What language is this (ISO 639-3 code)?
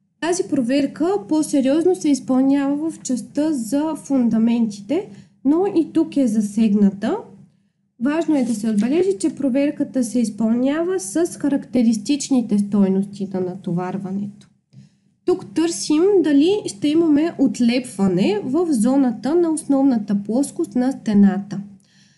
bul